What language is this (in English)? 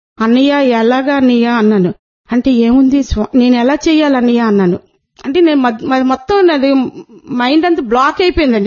Telugu